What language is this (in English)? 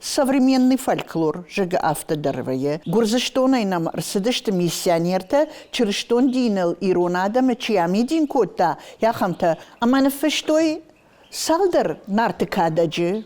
Ossetic